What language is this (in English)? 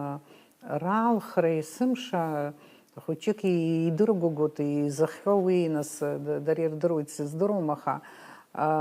Abkhazian